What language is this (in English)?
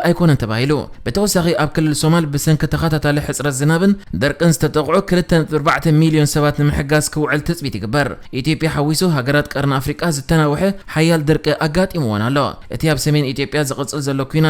Tigrinya